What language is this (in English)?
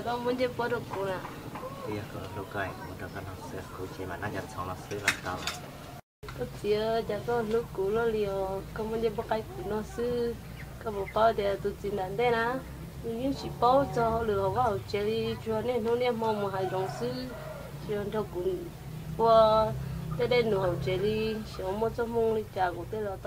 Hmong